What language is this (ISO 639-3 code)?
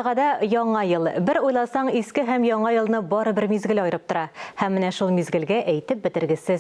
tat